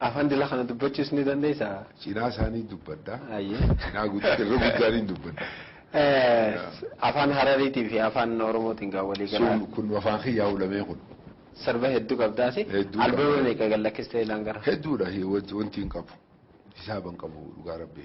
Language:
Oromo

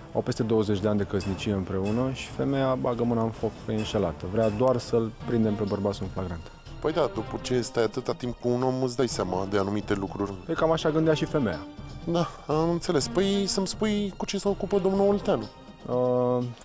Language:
Romanian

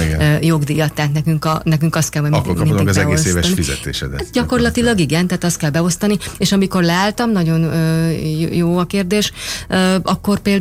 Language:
Hungarian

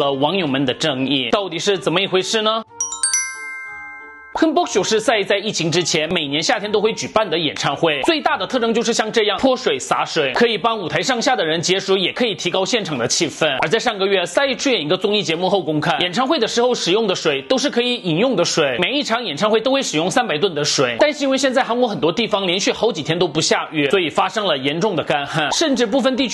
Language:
Chinese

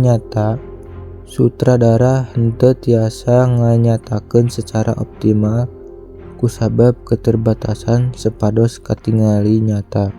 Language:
Sundanese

